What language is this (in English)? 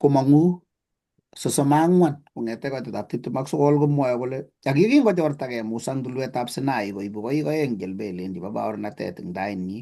Kalenjin